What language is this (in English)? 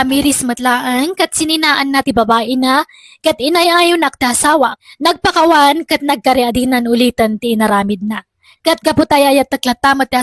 Iloko